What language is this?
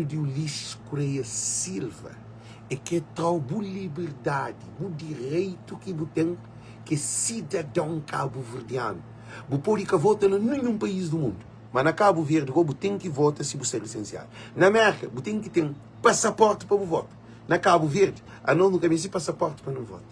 Kabuverdianu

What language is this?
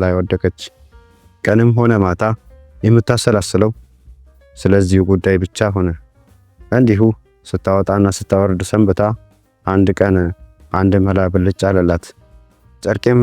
Amharic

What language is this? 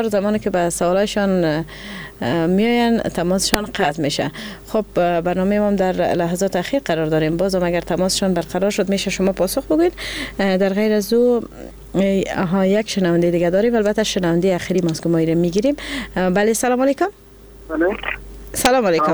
Persian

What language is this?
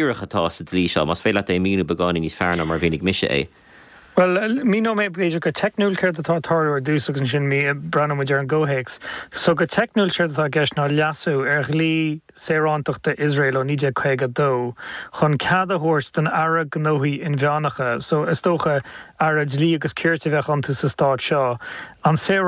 Irish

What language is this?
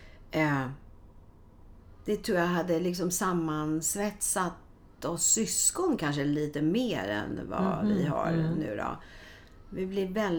Swedish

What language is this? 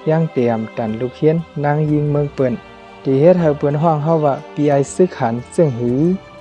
Shan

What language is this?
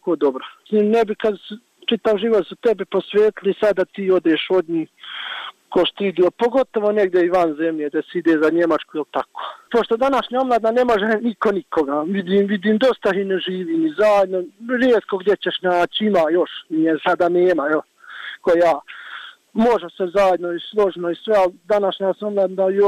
Bosnian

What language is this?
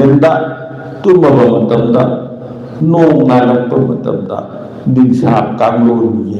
Manipuri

